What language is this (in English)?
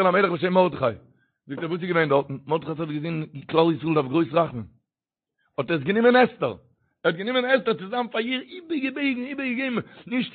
Yiddish